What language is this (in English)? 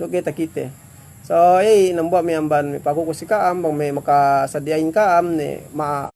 Yakan